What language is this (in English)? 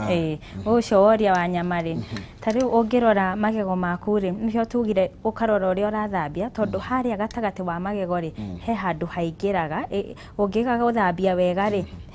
Kikuyu